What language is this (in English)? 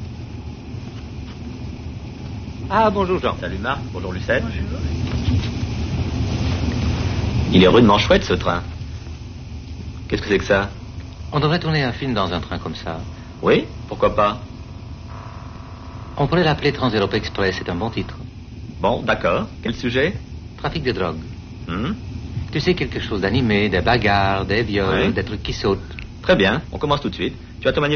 French